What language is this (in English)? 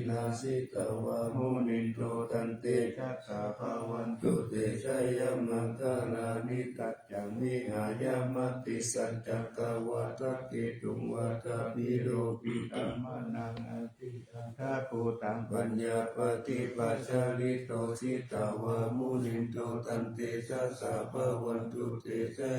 Pali